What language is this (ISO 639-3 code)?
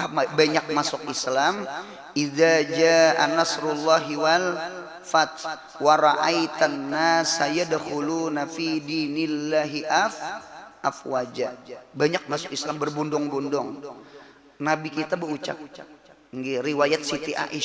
bjn